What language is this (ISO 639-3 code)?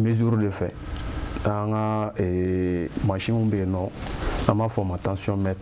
bam